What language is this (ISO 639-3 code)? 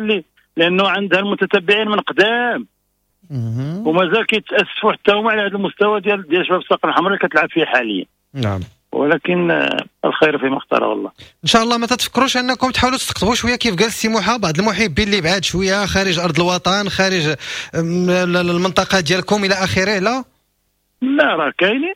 ary